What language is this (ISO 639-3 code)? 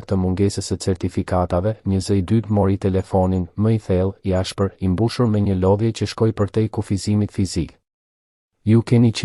sqi